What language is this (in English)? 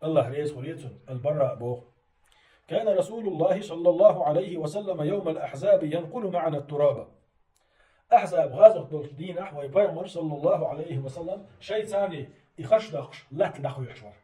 Chechen